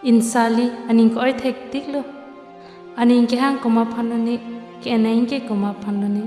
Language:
Karbi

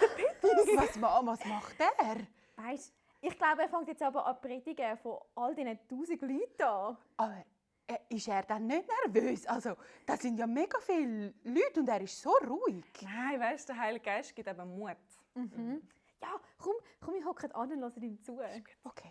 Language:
Swiss German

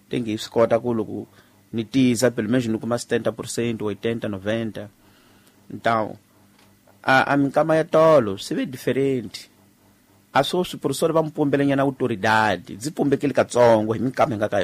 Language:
Tsonga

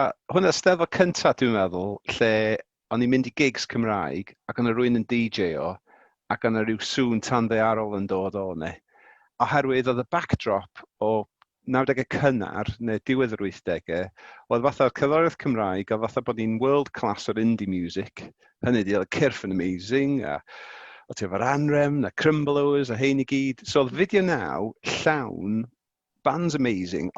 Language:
Welsh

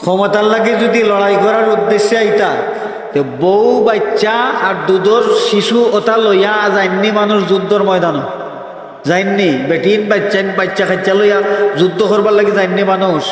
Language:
Sylheti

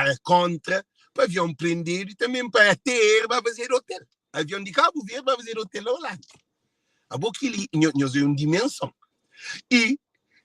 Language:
Kabuverdianu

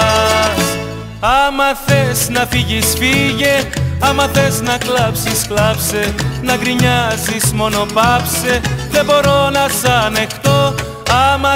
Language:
Greek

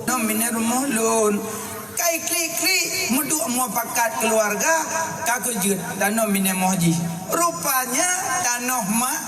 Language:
Achinese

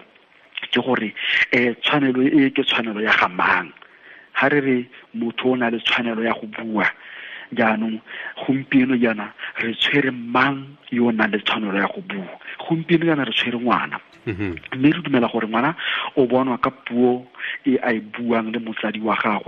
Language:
Tswana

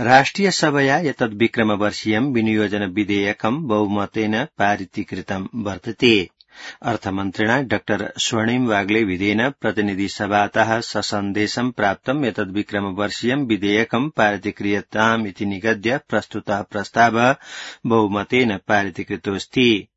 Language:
Sanskrit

